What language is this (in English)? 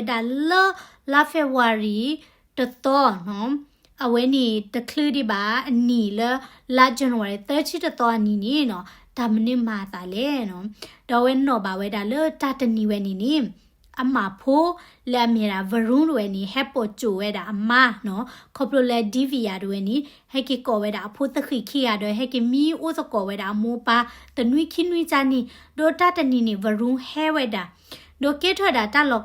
S'gaw Karen